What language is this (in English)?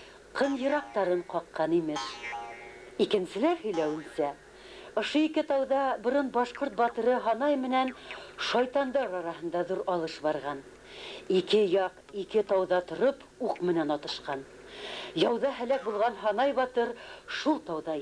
Bashkir